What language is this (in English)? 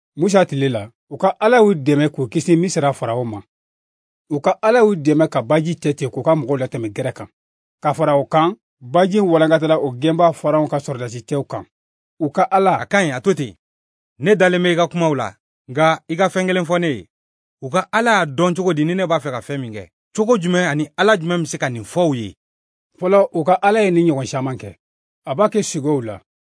Bambara